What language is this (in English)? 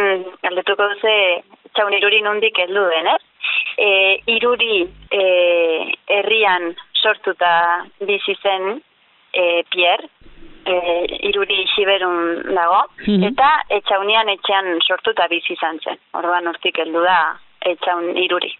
Basque